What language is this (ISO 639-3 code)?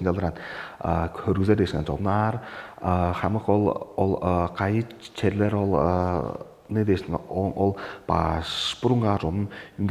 tyv